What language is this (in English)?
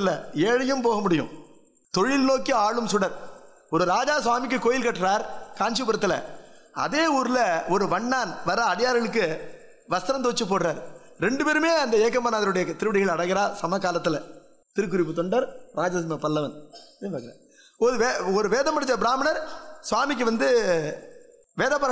Tamil